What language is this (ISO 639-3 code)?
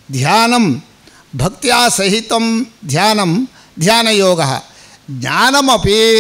san